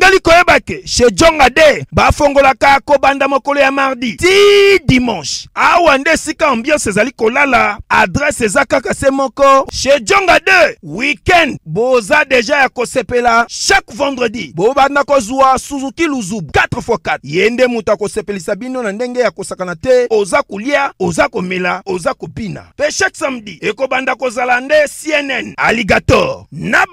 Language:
Lingala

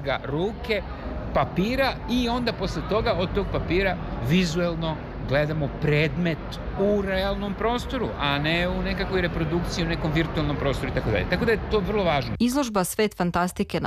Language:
Serbian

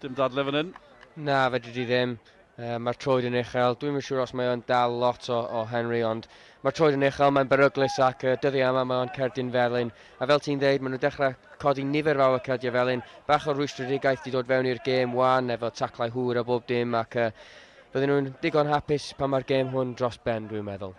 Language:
Welsh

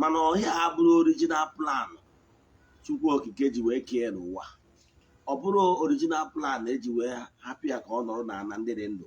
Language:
Igbo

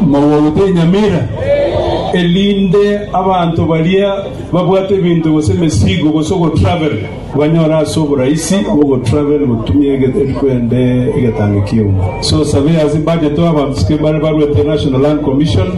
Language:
Gusii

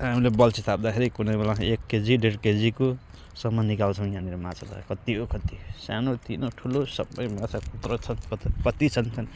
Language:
Nepali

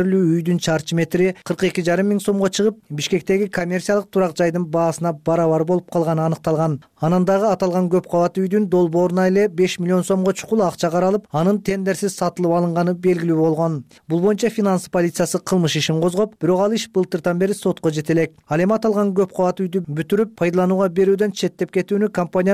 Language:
Kyrgyz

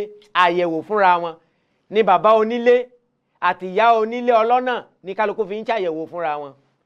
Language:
Yoruba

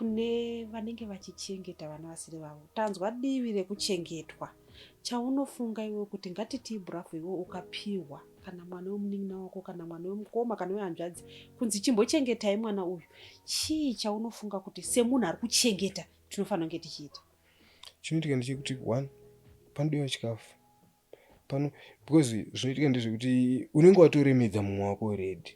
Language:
Shona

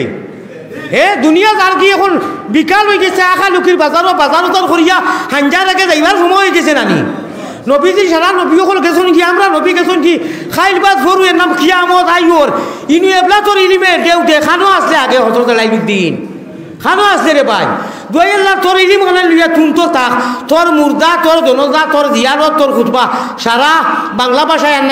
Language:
Sylheti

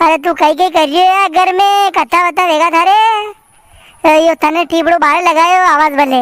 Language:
Rajasthani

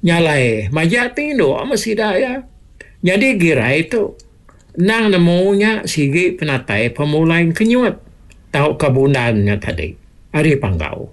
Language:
Iban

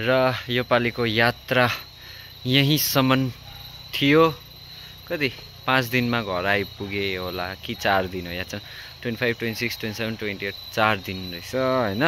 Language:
Nepali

